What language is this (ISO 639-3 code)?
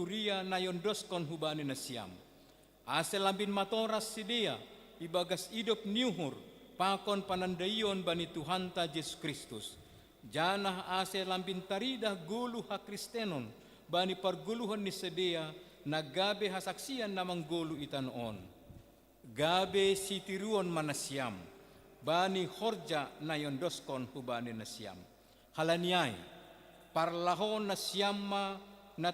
bts